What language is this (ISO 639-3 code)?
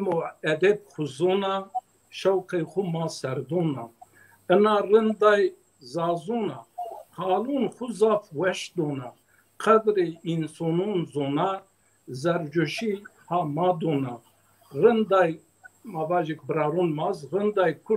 zza